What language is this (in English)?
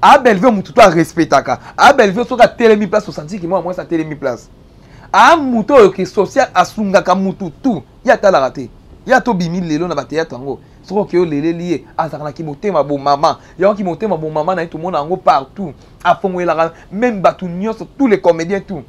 Lingala